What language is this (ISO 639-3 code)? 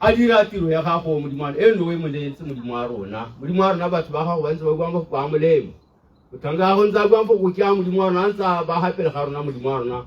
tsn